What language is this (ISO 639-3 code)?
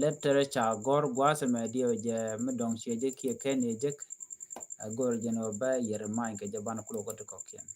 nus